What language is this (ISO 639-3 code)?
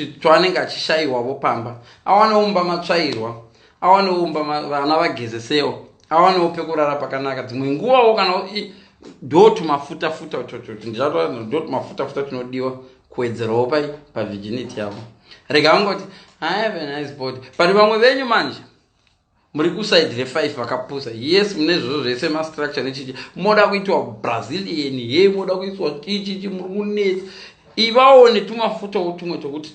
sna